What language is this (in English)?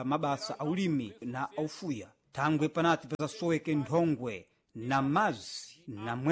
Sena